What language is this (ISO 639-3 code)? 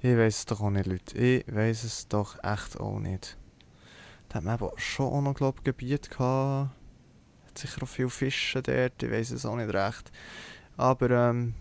gsw